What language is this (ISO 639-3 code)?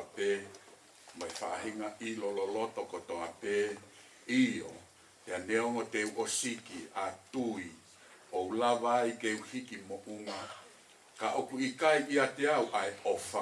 ton